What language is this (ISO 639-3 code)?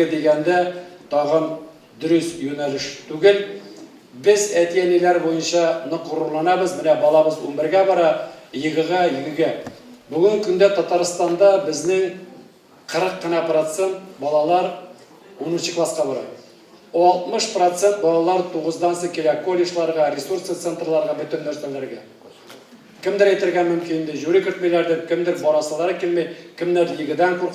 tat